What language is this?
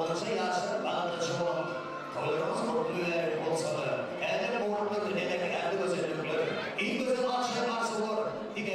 Turkmen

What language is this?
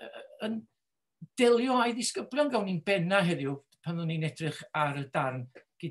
Welsh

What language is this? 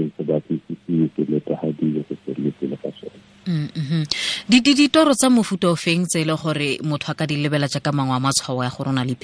Tswana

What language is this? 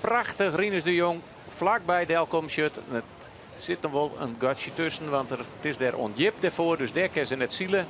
Western Frisian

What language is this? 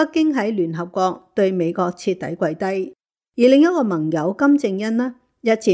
Cantonese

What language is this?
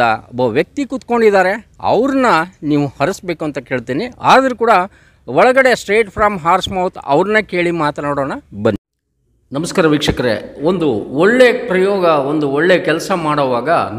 Kannada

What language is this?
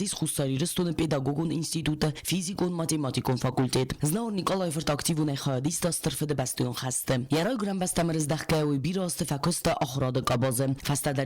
Ossetic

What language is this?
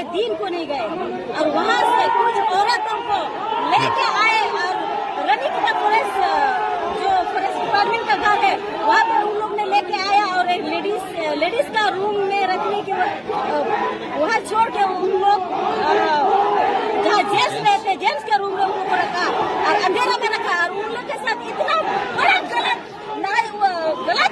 Santali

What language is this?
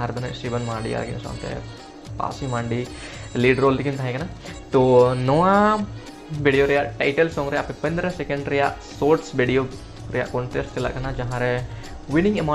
Santali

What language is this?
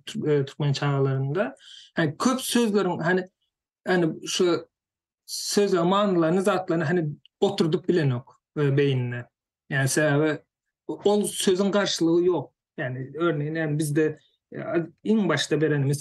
Turkmen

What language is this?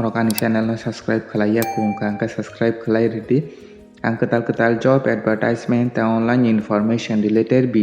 Kok Borok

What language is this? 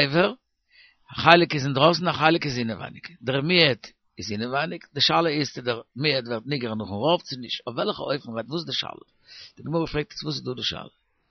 Yiddish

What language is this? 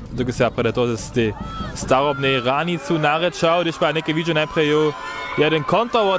Upper Sorbian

